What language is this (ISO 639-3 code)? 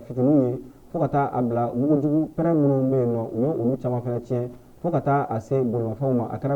bam